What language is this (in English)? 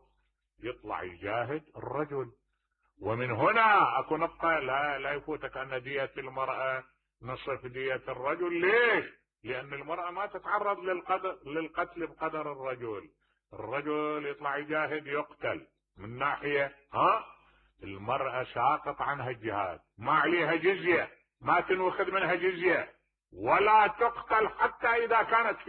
Mesopotamian Arabic